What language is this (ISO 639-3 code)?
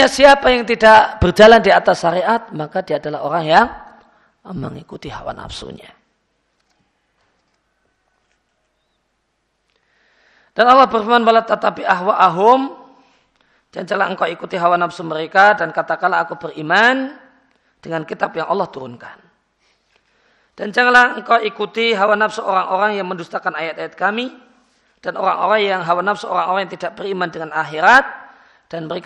ind